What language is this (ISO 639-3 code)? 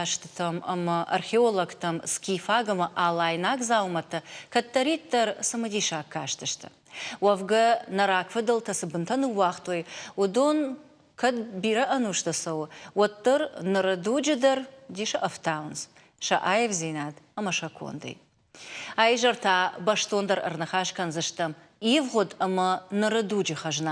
oss